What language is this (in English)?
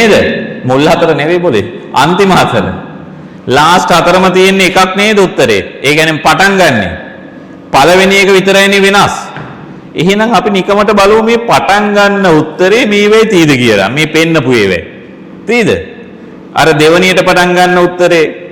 Sinhala